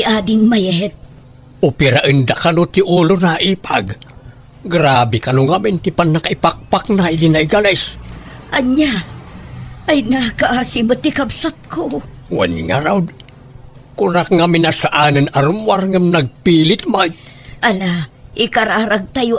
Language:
Iloko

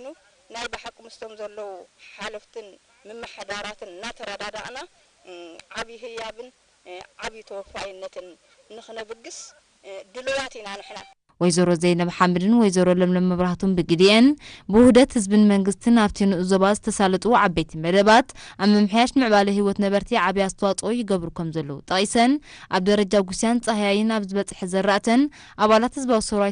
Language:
Tigrinya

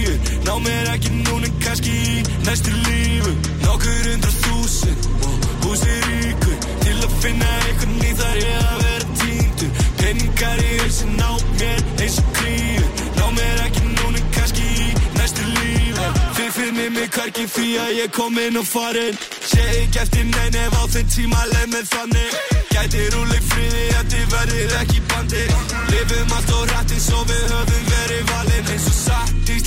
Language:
Icelandic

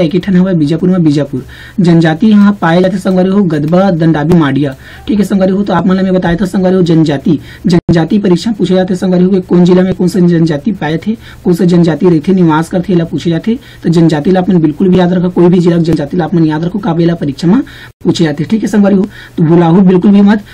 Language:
Chhattisgarhi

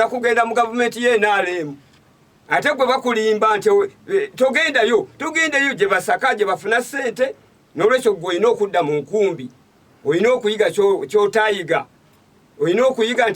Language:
Ganda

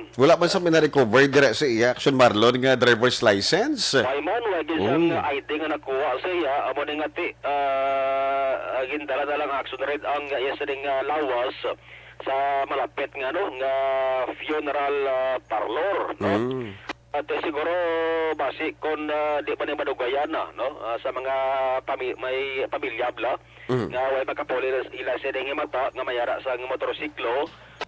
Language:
Hiligaynon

